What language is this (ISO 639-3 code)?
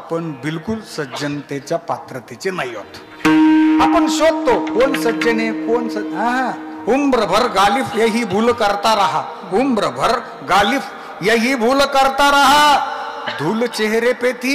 mar